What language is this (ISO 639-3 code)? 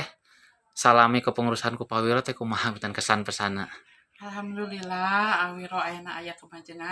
sun